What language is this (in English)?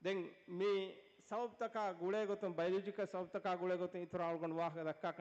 Divehi